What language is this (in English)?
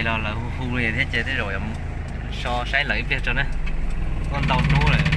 Hmong